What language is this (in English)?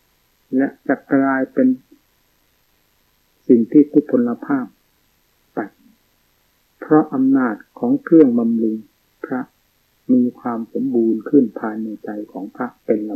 Thai